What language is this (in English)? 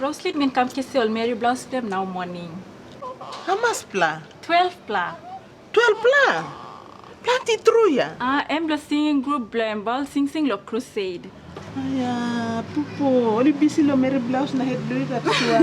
Tok Pisin